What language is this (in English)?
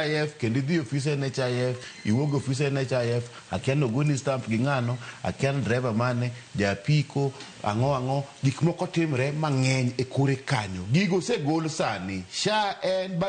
Luo (Kenya and Tanzania)